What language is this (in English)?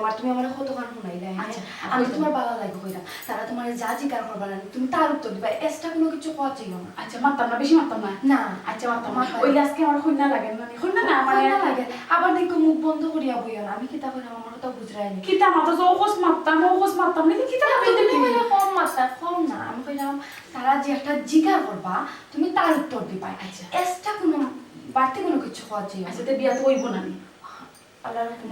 Sylheti